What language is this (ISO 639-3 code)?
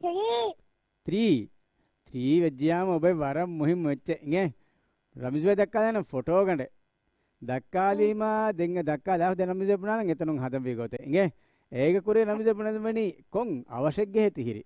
div